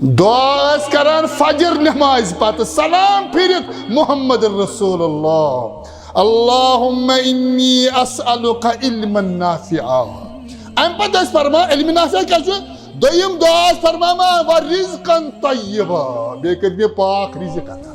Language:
Kashmiri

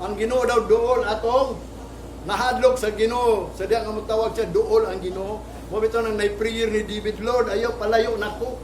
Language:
Cebuano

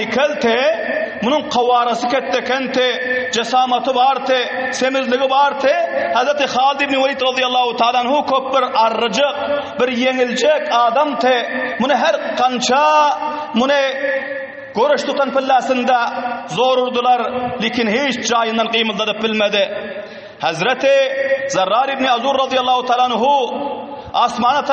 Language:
Turkmen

